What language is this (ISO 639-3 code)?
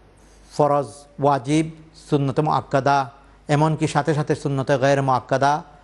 ben